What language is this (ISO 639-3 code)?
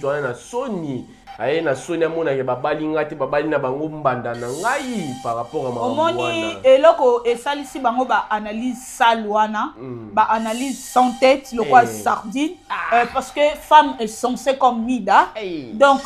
lin